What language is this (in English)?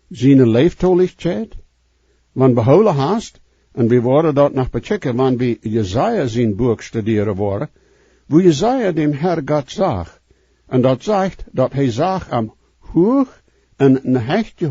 Plautdietsch